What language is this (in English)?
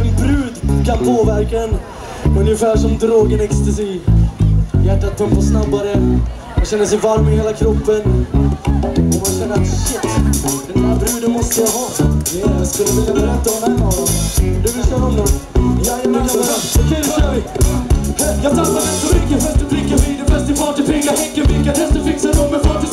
Swedish